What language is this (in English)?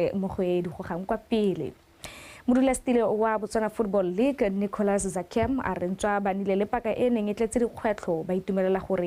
Tswana